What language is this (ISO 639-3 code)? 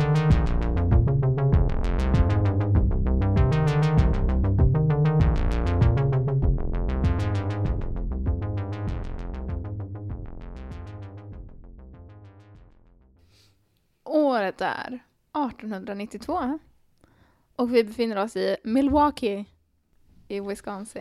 swe